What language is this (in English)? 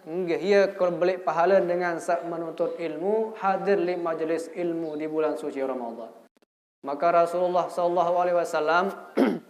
Sasak